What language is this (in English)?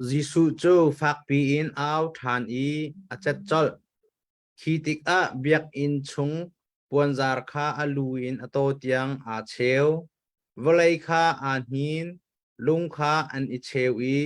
Hakha Chin